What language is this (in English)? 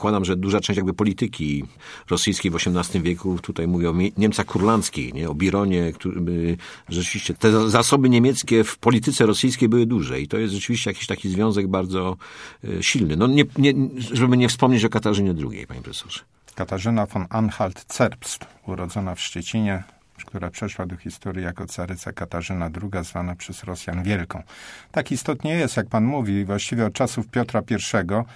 Polish